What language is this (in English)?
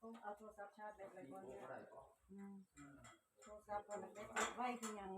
Northeastern Thai